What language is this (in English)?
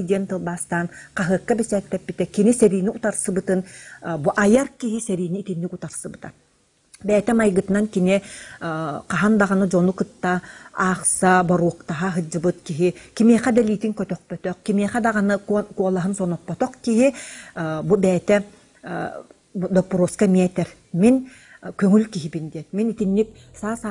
Yakut